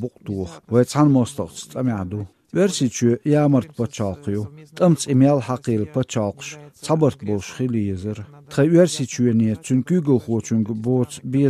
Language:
Chechen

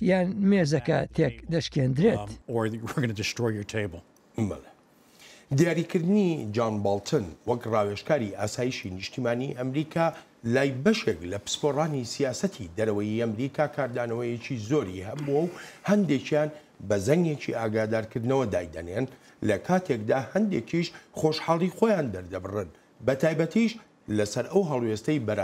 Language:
Central Kurdish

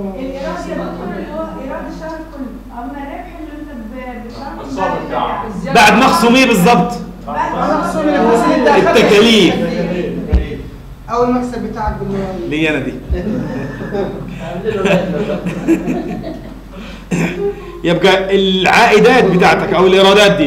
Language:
Egyptian Arabic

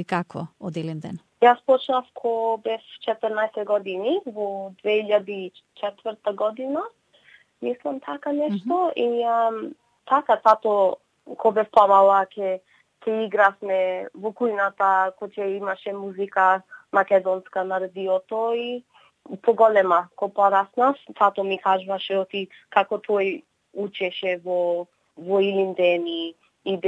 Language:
Macedonian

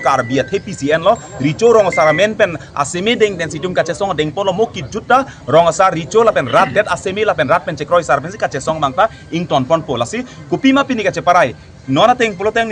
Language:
Karbi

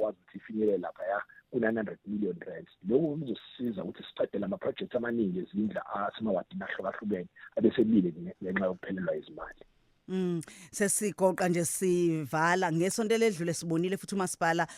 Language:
Zulu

